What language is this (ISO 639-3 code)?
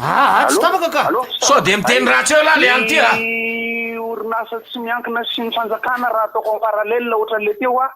mlg